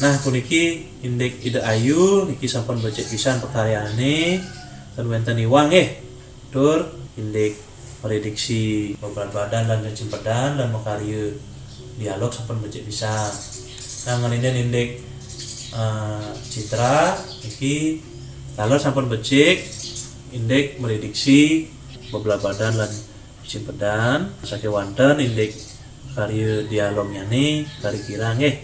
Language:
Balinese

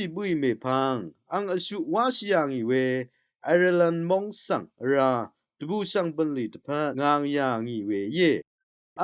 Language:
Rawang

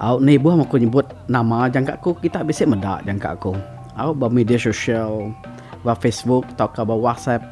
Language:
Iban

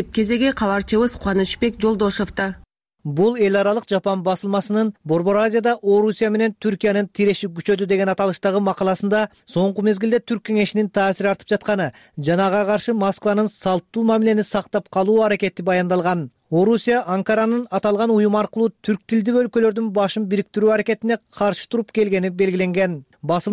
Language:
Kyrgyz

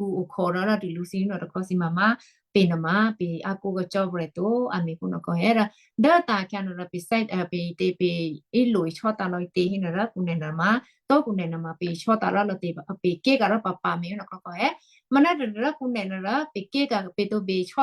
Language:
Western Kayah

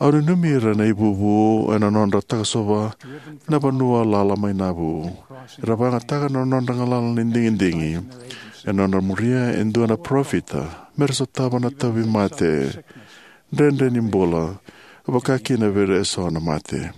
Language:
Fijian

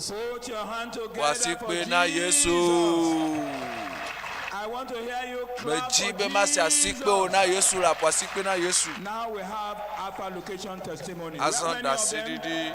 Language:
Ewe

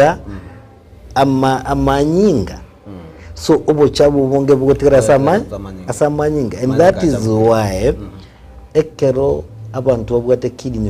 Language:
Gusii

